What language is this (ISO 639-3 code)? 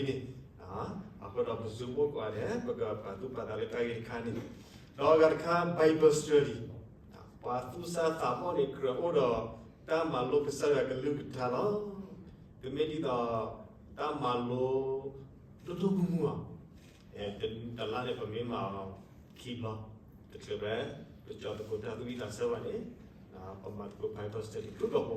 ksw